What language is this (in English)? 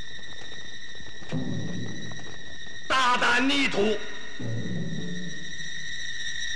Chinese